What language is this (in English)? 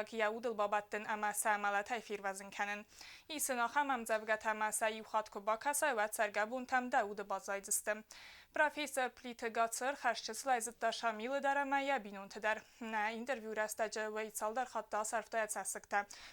Ossetic